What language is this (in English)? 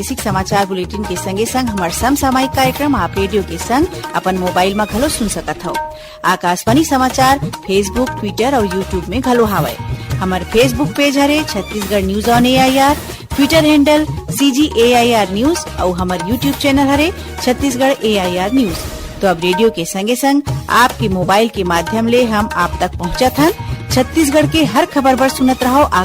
Chhattisgarhi